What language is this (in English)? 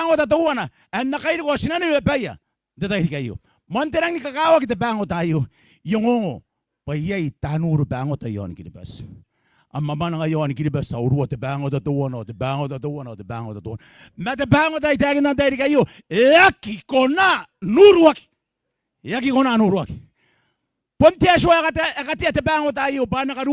Gilbertese